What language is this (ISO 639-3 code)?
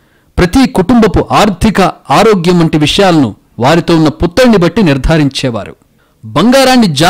tel